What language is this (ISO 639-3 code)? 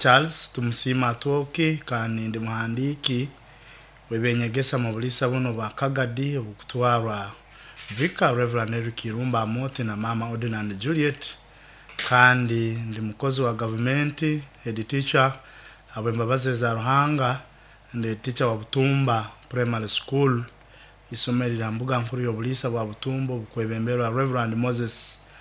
nyo